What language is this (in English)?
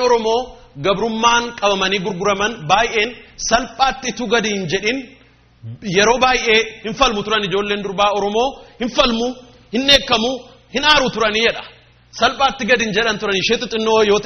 Oromo